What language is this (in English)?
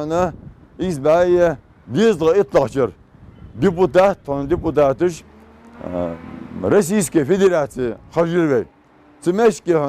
Ingush